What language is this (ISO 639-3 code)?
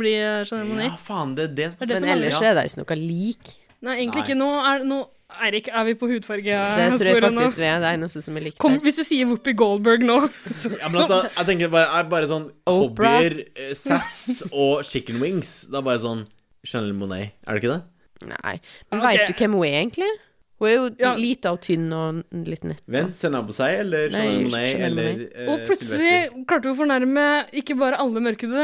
nor